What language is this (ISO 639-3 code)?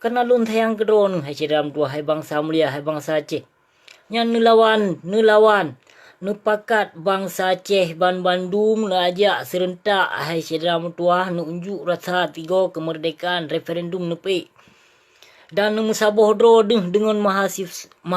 ace